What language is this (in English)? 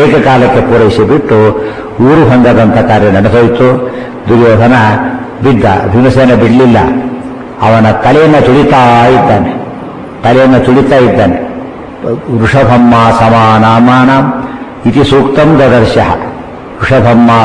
Kannada